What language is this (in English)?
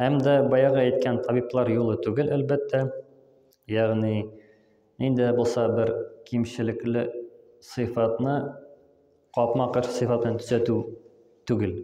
Tatar